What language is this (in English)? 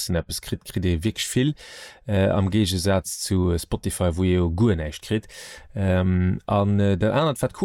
Luxembourgish